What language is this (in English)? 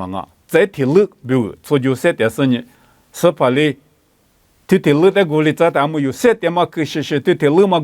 Lisu